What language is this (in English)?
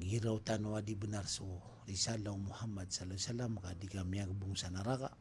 Maranao